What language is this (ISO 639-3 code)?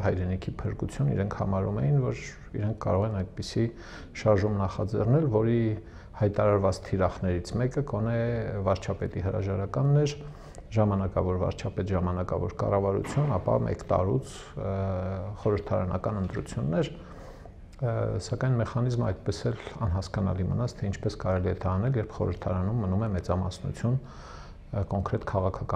hye